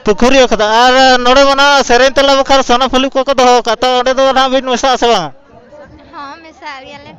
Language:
Santali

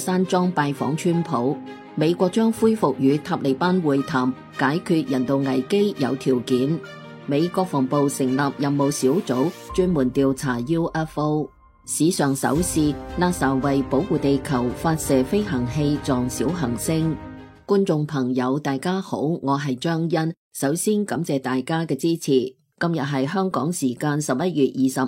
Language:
Cantonese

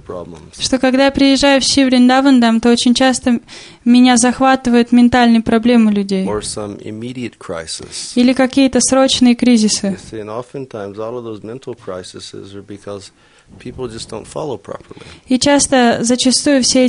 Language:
Russian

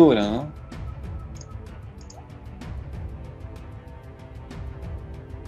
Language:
Spanish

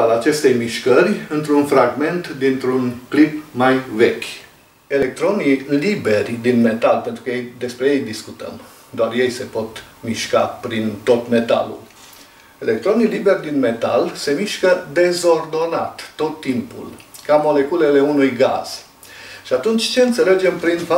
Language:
Romanian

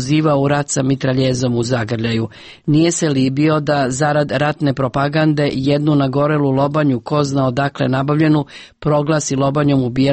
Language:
Serbian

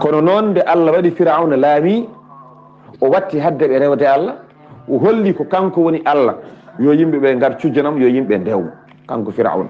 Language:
Fula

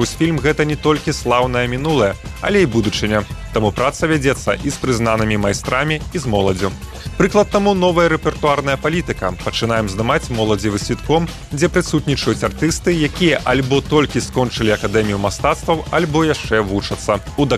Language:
Belarusian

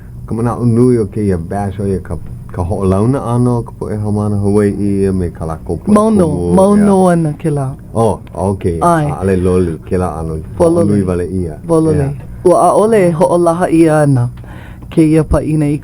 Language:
Hawaiian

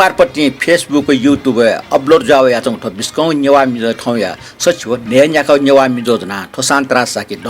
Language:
Newari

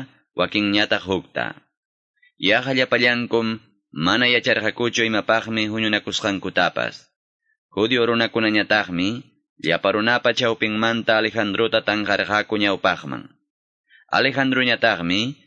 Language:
Quechua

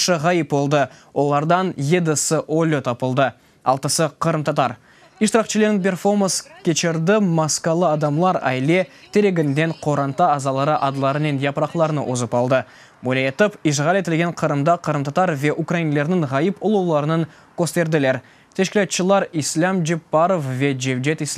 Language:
Crimean Tatar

